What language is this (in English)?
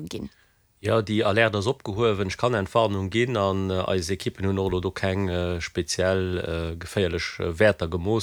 Luxembourgish